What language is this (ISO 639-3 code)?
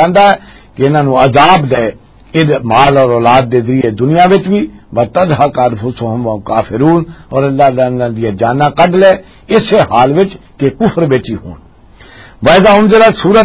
lah